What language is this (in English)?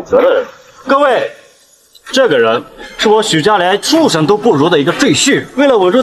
Chinese